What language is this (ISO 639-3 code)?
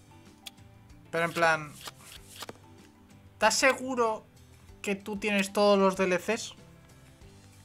spa